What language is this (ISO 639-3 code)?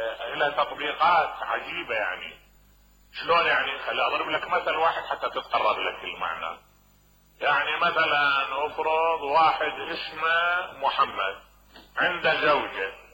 acm